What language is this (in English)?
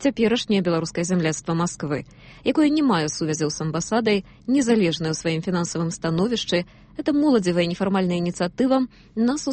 Belarusian